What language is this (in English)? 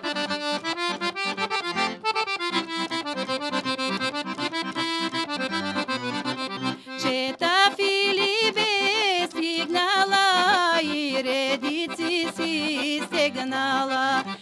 Bulgarian